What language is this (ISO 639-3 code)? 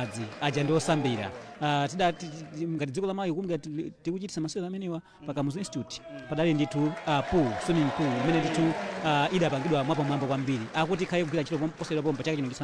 nya